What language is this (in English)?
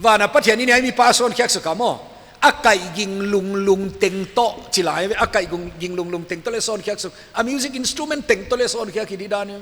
Paite Chin